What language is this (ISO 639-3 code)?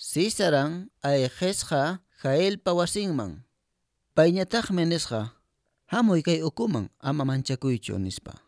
que